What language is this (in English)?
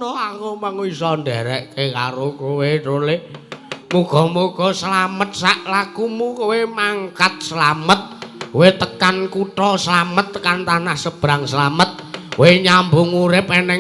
Javanese